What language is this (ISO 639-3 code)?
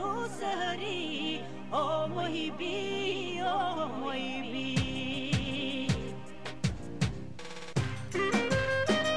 eus